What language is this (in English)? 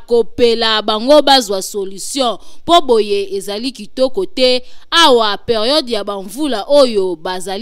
Lingala